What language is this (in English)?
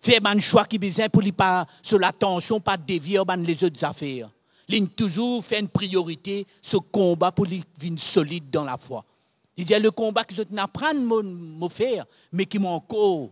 Morisyen